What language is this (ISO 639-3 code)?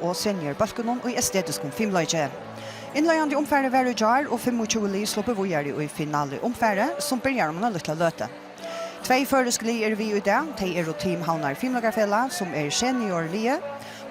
fao